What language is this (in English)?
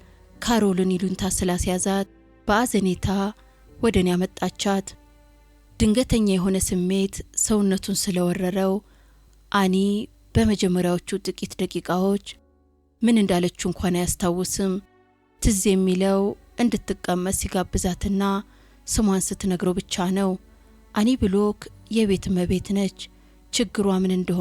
Amharic